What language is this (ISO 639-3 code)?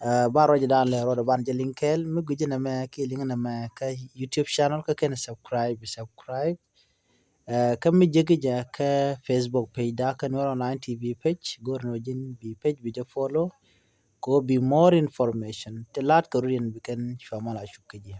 nus